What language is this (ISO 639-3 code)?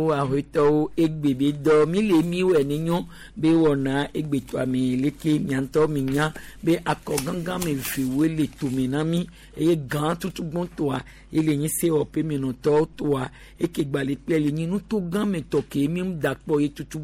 gej